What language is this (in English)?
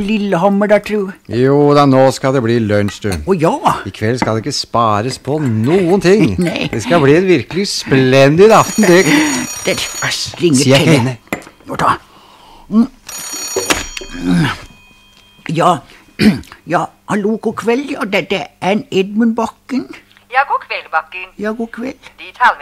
Norwegian